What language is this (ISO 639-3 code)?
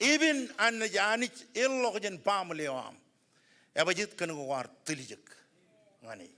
mah